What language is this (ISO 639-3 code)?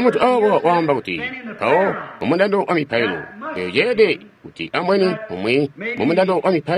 toi